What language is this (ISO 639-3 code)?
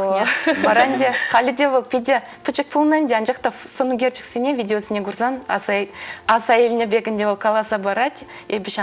chv